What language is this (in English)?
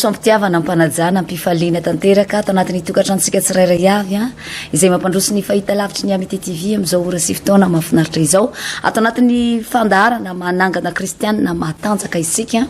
Malagasy